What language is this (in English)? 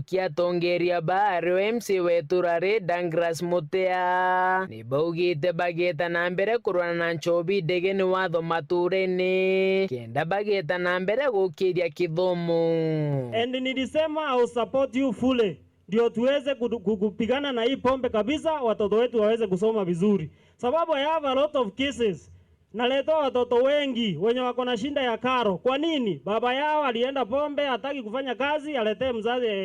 Meru